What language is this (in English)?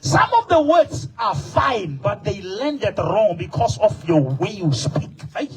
Southern Sotho